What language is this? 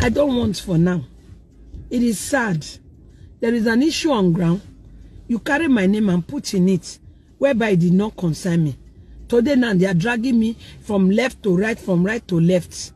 Nigerian Pidgin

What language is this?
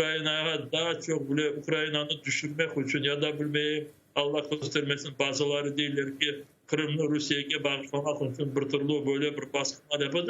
Crimean Tatar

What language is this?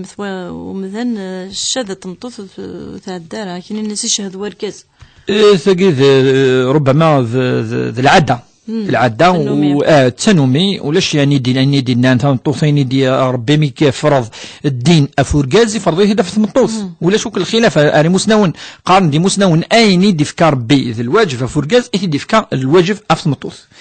Kabyle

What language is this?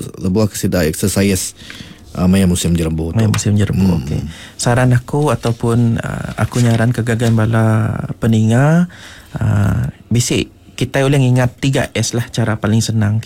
Iban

